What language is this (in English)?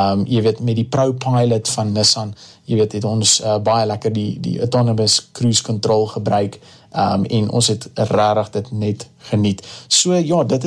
Afrikaans